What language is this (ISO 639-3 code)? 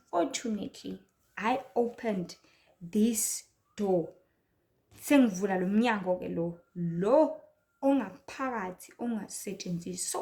zul